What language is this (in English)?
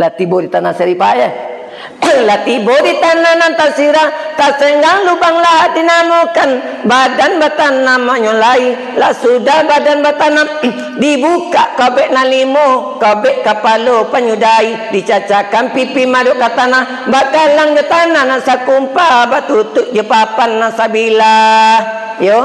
Minangkabau